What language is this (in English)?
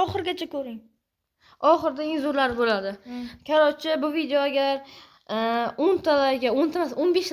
Uzbek